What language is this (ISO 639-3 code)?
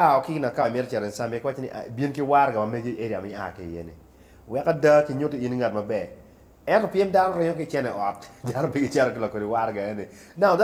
ach